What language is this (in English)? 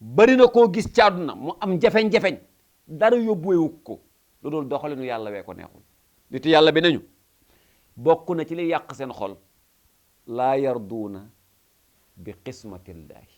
Wolof